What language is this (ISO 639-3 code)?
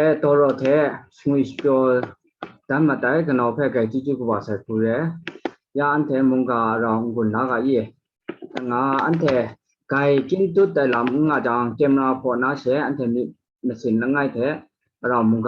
kac